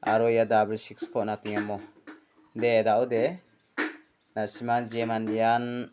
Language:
Garo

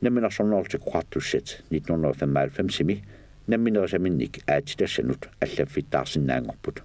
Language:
Kalaallisut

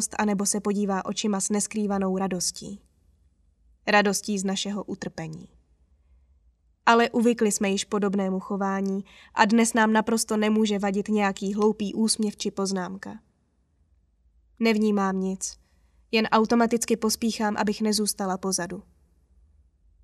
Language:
Czech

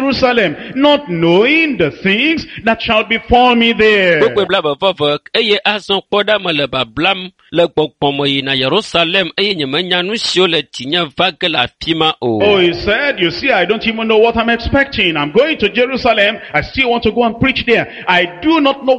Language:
Ewe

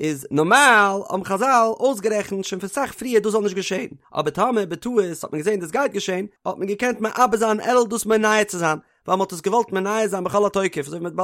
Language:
Yiddish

